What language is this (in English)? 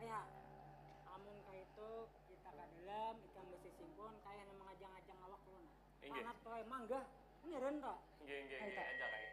Banjar